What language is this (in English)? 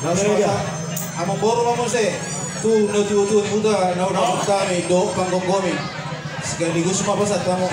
Batak Toba